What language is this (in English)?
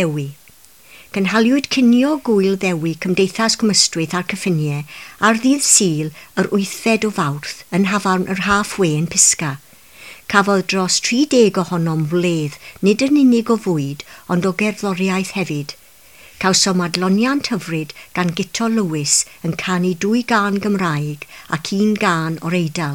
Welsh